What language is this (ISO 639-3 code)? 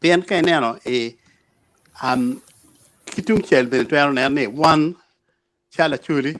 ach